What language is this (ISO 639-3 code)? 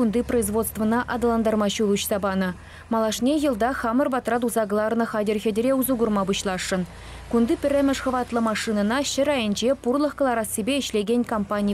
chv